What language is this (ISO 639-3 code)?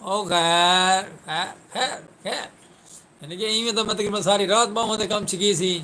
skr